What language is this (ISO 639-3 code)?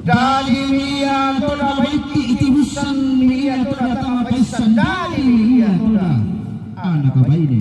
sda